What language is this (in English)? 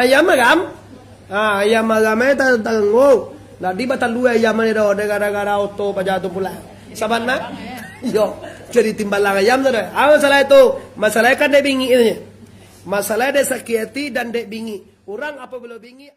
Minangkabau